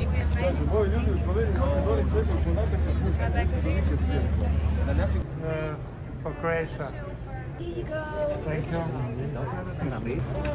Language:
Croatian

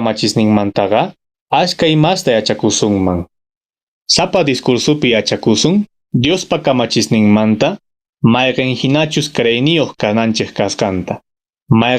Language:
Quechua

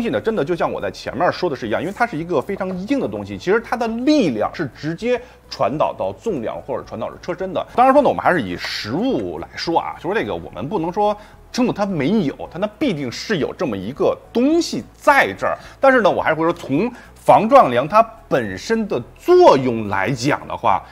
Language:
Chinese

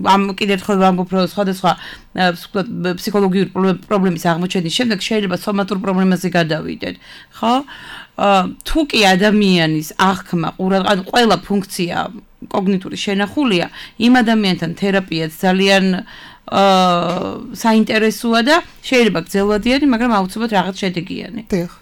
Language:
Georgian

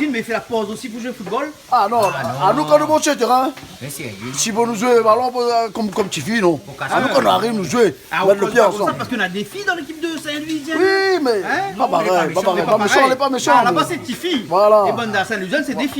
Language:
Réunion Creole French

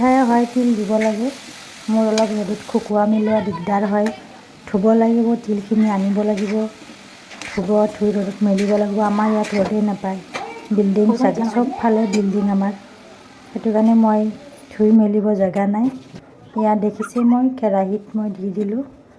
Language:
Assamese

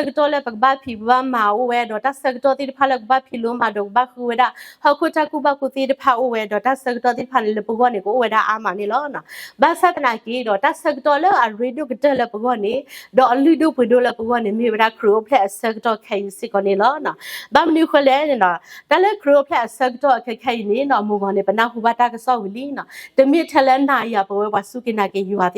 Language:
S'gaw Karen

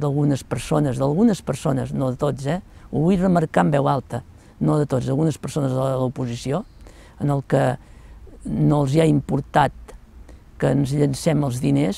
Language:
Catalan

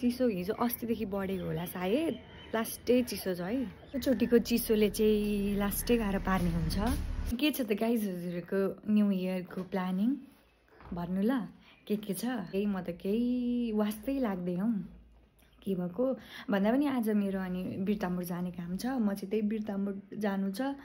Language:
Nepali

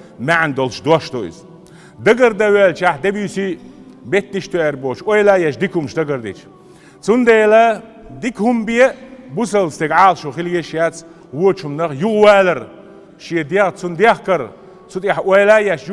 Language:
Chechen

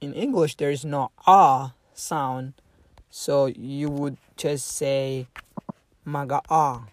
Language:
English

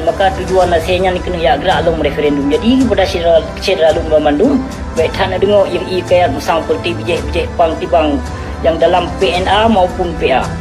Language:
Achinese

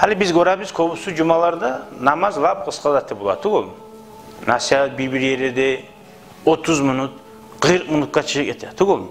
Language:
Kumyk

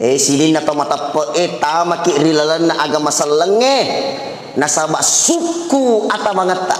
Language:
Buginese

